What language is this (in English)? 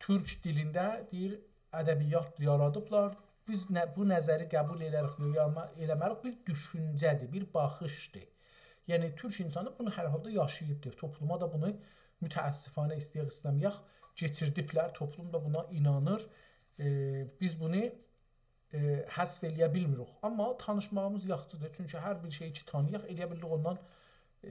South Azerbaijani